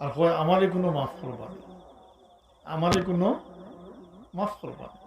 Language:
Sylheti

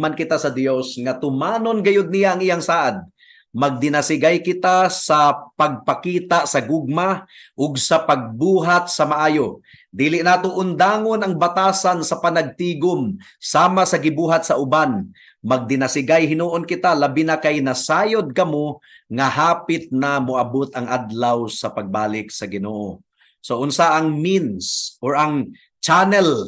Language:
Cebuano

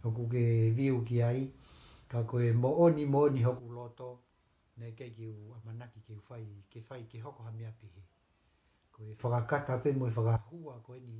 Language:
Tongan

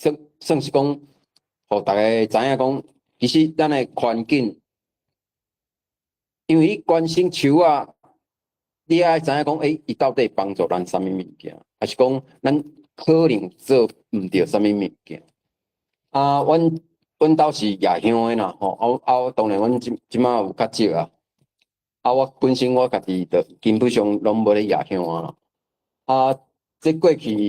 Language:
Min Nan Chinese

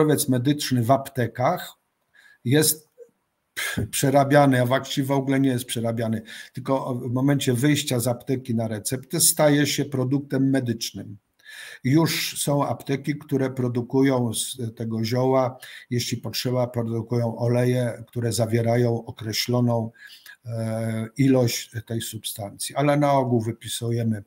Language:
Polish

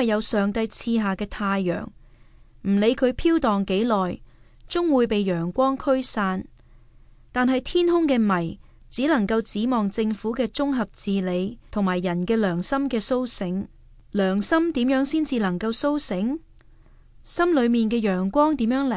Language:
Cantonese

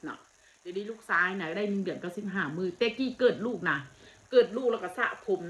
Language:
Northeastern Thai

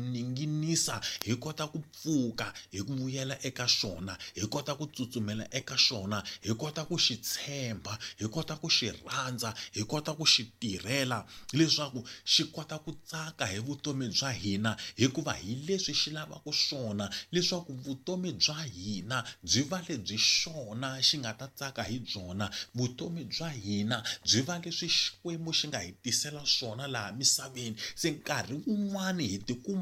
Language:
Tsonga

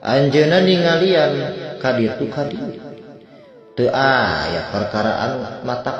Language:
Sundanese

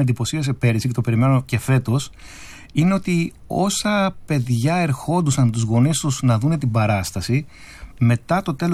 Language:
Greek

